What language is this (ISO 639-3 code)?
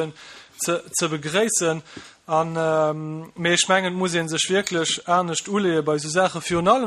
ltz